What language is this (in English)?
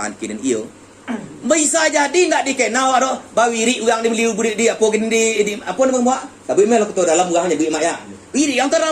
Minangkabau